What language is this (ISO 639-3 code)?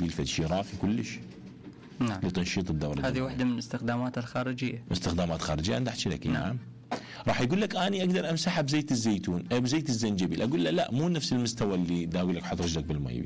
acm